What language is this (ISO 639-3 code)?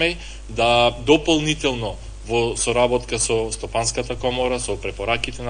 mkd